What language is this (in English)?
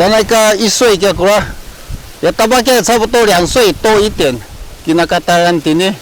Sakizaya